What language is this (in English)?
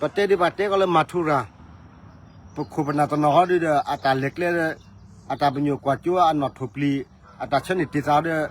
S'gaw Karen